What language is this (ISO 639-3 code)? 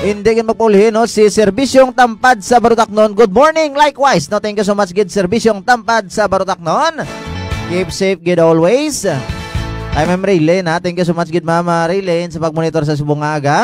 hil